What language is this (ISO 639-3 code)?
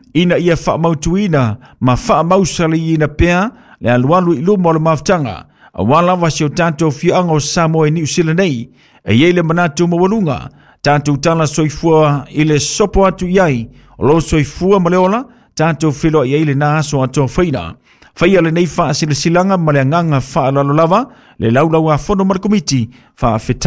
smo